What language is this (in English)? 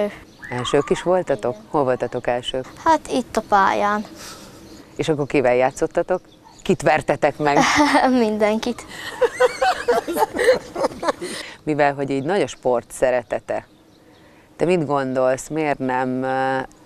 Hungarian